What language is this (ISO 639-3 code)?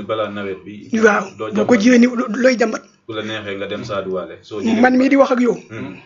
wol